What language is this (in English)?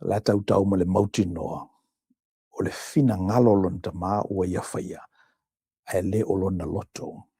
Samoan